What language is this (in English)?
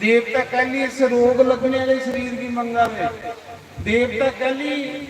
Dogri